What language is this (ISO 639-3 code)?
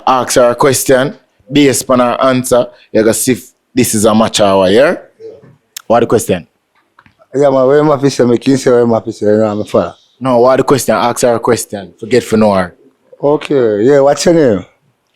jam